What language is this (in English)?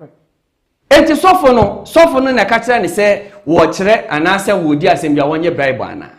Akan